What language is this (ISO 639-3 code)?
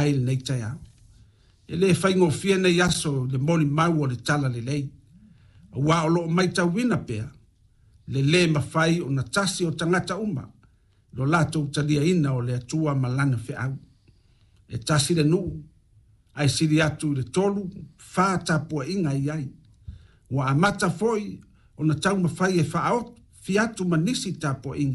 smo